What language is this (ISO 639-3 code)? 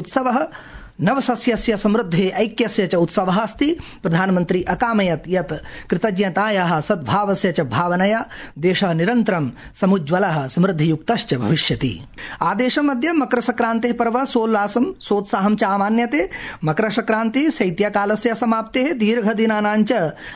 san